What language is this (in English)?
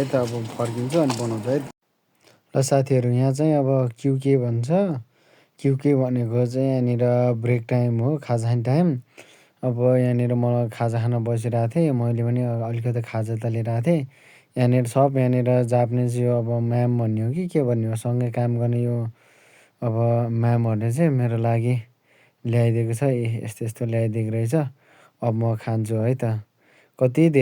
Nepali